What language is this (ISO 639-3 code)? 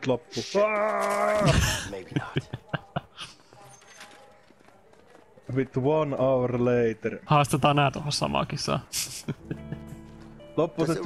fin